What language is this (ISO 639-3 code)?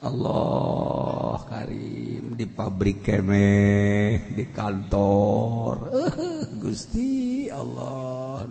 sun